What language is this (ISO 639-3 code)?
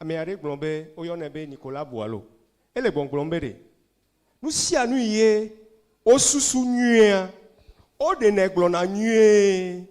ewe